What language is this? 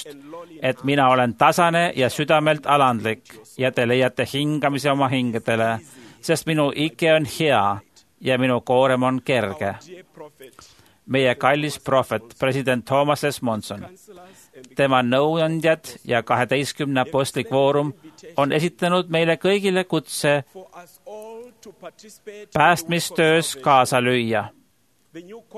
Estonian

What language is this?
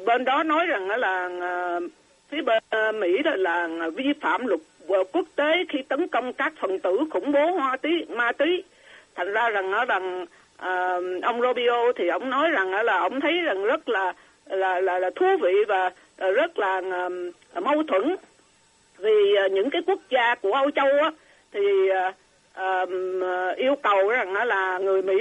Vietnamese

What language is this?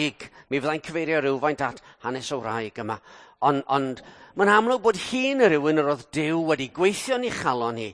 Welsh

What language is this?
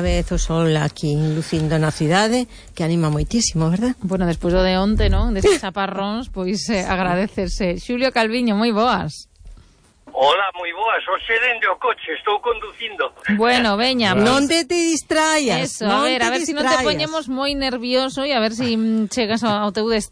Galician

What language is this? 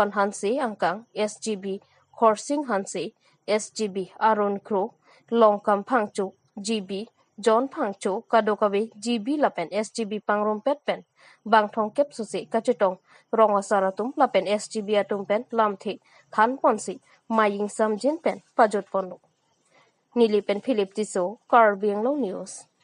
Karbi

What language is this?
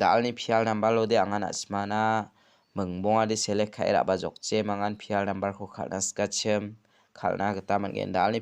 Garo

